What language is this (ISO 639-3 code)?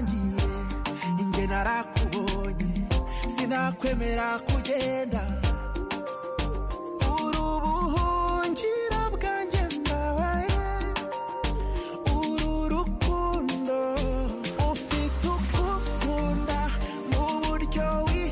kin